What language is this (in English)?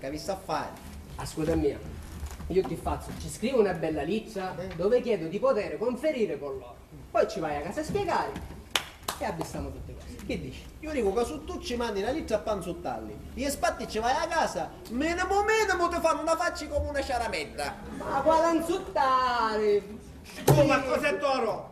Sicilian